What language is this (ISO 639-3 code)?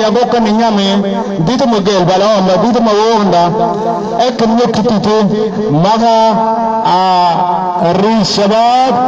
mfz